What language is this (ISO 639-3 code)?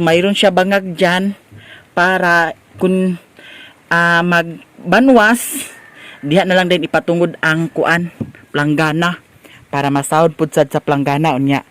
ceb